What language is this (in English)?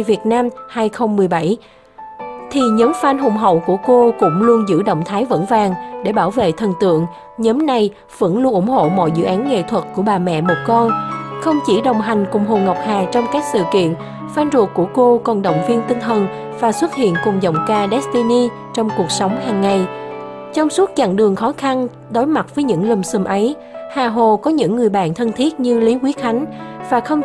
Vietnamese